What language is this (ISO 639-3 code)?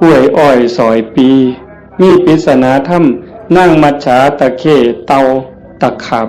tts